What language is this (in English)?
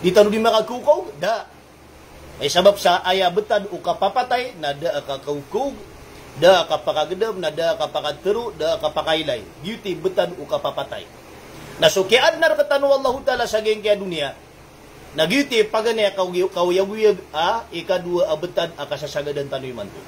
Maranao